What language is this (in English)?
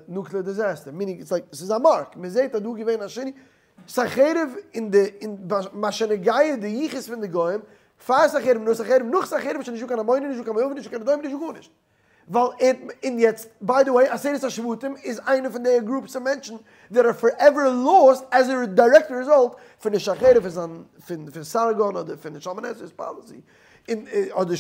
Yiddish